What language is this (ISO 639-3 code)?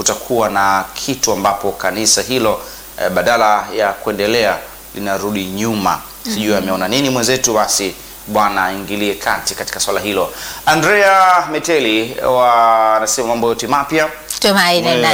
swa